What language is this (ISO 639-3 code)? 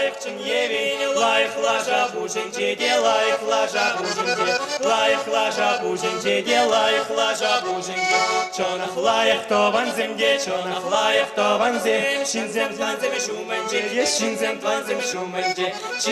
chv